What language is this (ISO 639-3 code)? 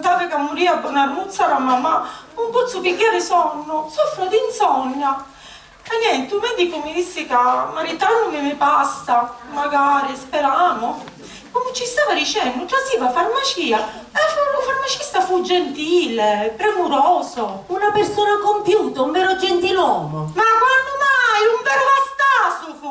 scn